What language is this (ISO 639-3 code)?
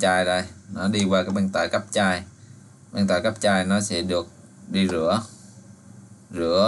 vie